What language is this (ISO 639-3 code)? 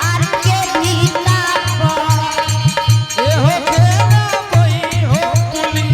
anp